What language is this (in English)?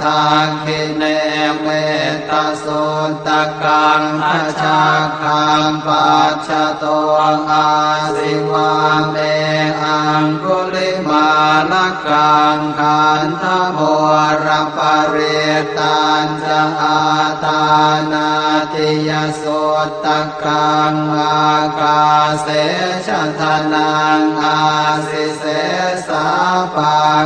Pali